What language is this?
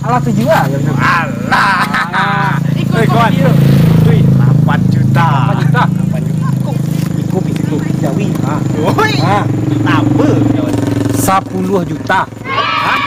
Minangkabau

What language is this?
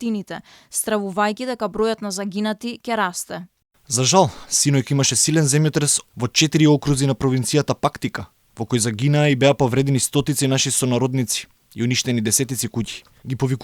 Macedonian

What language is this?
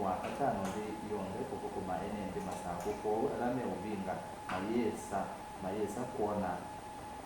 Kamba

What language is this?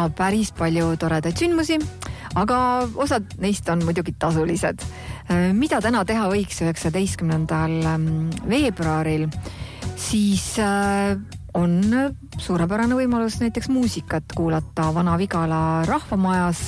Estonian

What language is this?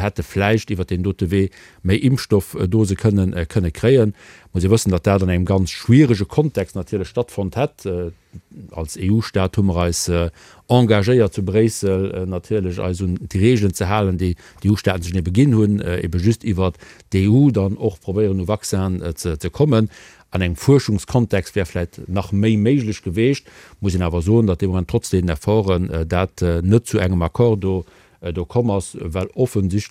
Luxembourgish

